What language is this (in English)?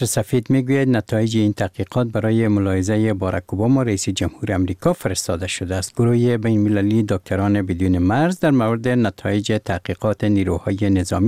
Persian